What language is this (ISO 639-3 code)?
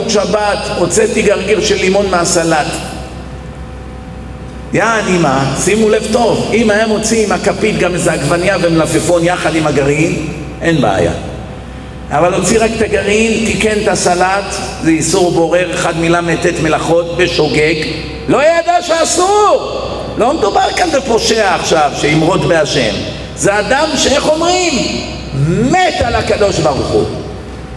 heb